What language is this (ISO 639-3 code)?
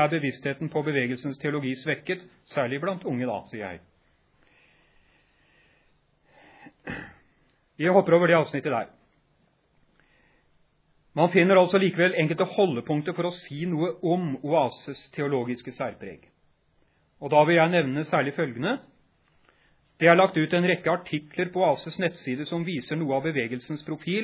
nor